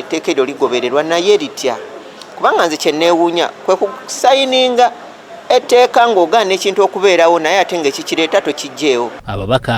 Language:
Ganda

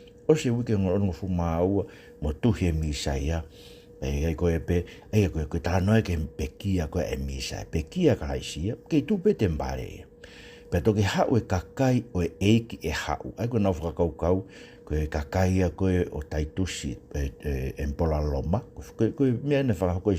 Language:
Tongan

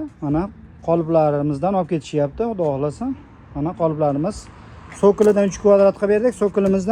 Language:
Uzbek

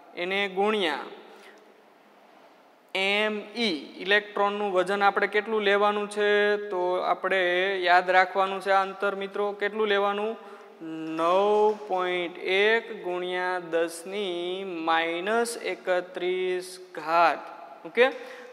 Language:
Gujarati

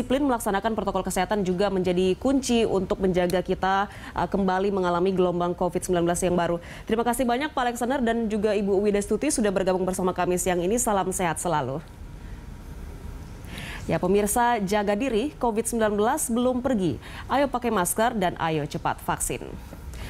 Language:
Indonesian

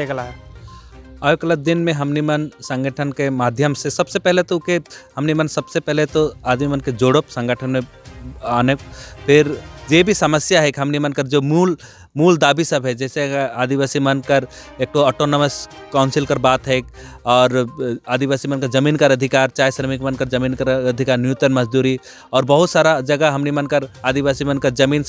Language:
Sadri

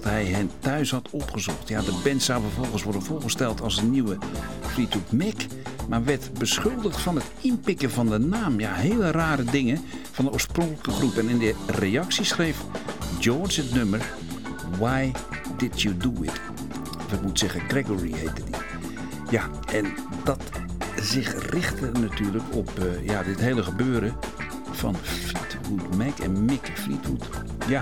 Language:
Dutch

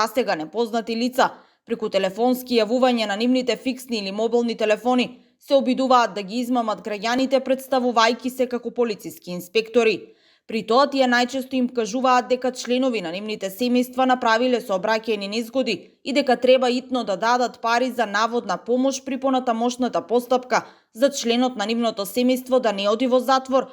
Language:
Macedonian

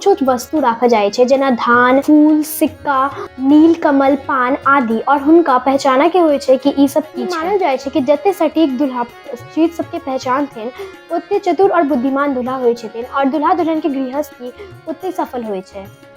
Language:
Maithili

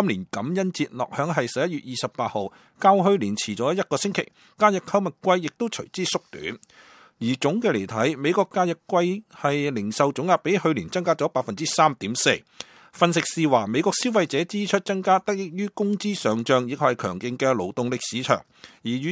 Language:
Cantonese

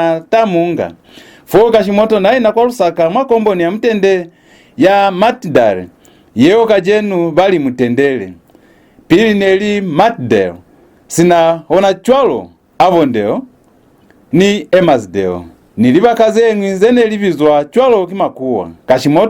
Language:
Lozi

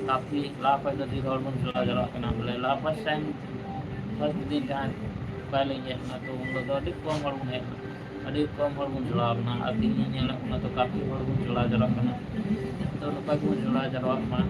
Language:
Santali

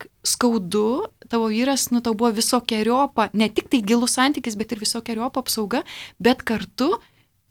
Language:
Lithuanian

